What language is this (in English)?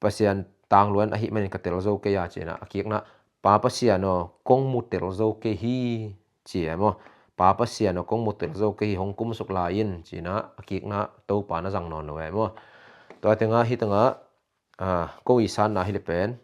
Tedim Chin